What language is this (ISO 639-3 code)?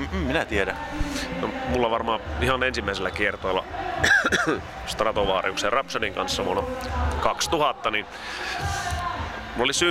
fin